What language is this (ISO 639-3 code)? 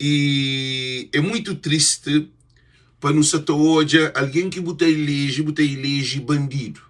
kea